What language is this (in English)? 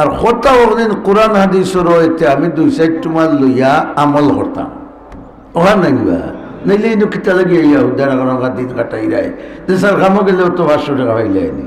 Sylheti